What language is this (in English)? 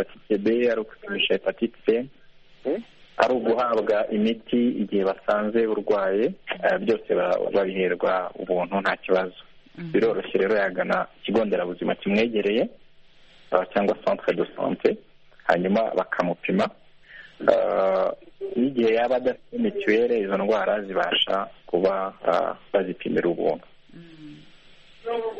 Kinyarwanda